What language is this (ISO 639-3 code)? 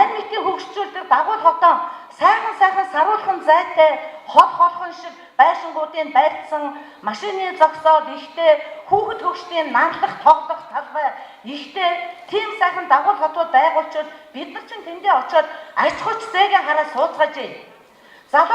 mon